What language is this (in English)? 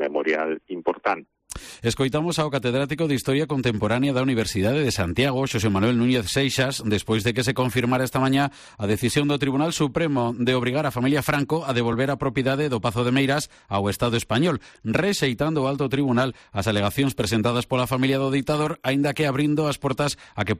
Galician